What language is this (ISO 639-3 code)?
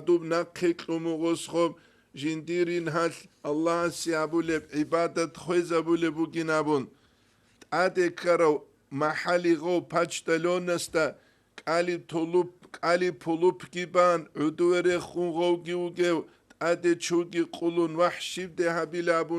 ava